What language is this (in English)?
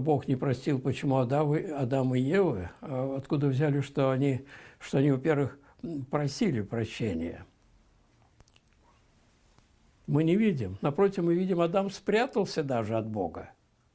Russian